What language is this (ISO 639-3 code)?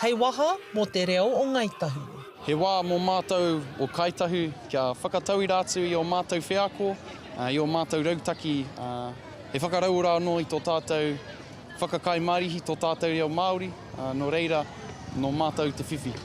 mri